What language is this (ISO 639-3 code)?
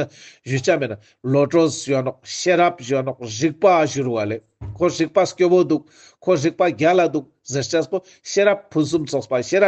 lbj